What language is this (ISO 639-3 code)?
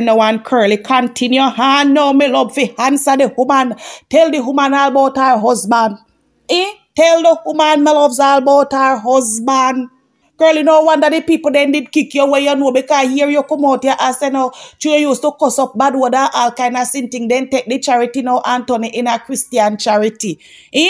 jam